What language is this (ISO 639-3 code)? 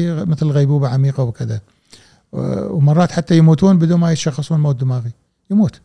afb